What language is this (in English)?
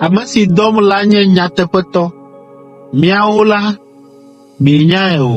Ewe